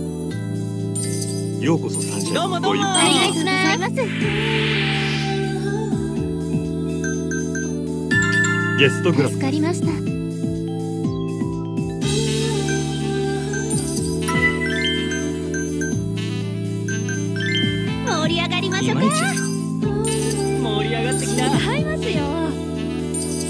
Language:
Japanese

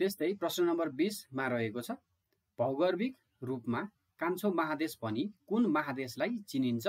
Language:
Nepali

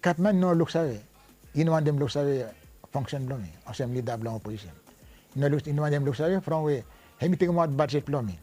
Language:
Bislama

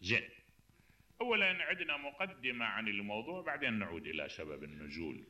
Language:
Mesopotamian Arabic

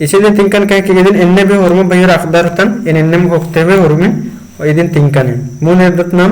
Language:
Kurukh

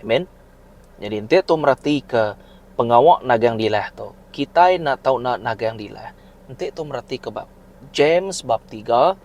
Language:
Iban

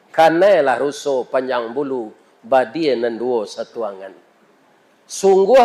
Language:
Minangkabau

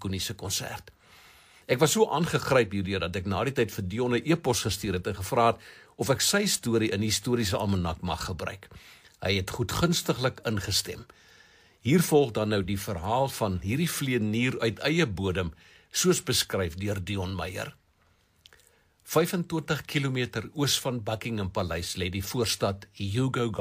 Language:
Afrikaans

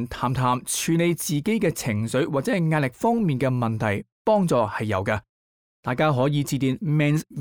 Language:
Cantonese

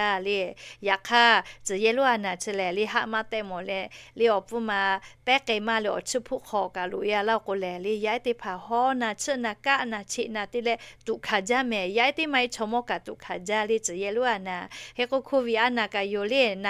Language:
Lahu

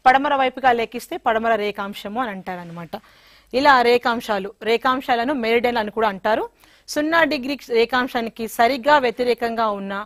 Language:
Telugu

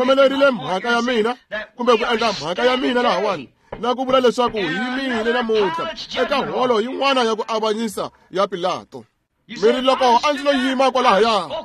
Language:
Tsonga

